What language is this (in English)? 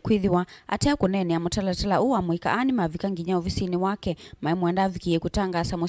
Kamba